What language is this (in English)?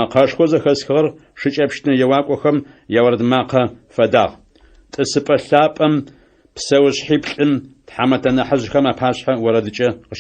Adyghe